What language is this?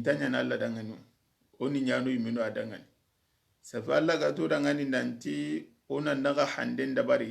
Soninke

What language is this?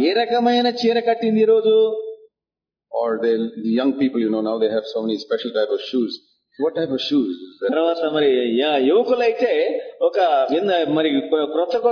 Telugu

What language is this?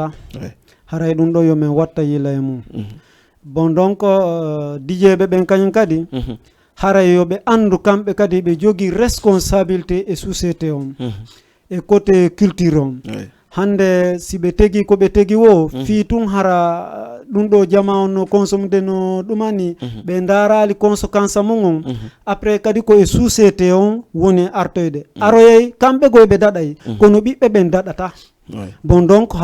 Fula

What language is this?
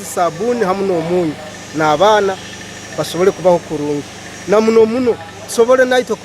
Ganda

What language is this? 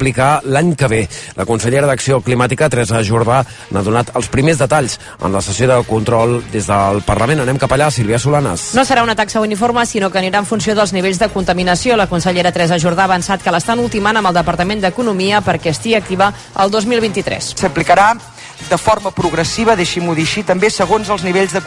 Catalan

